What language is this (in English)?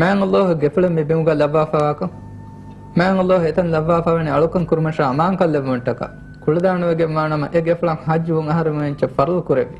Divehi